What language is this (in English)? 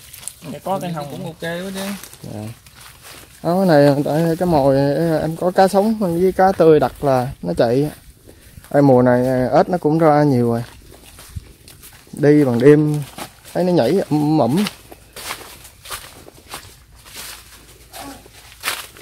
Vietnamese